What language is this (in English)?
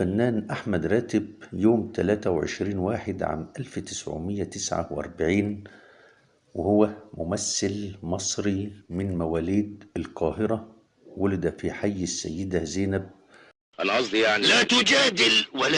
Egyptian Arabic